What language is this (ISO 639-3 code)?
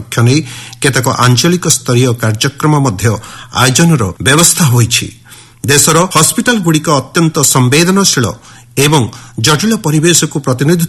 ori